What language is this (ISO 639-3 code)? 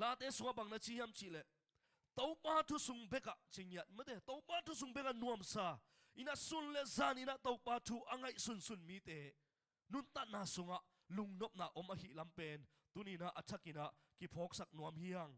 ctd